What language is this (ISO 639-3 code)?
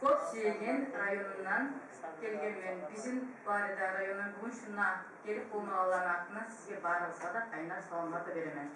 kum